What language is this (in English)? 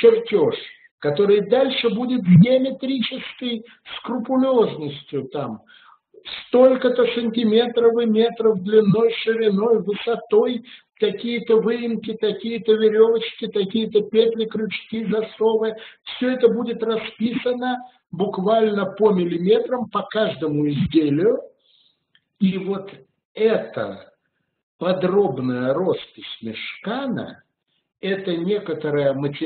Russian